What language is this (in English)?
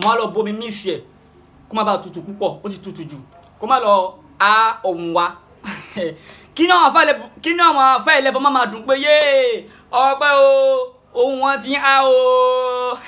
Yoruba